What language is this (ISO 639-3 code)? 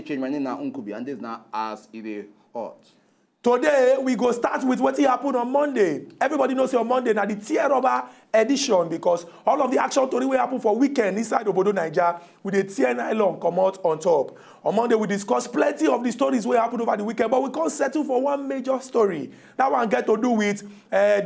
pcm